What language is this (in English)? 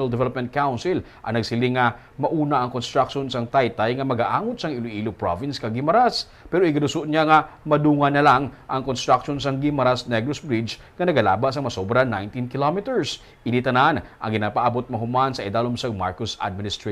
Hiligaynon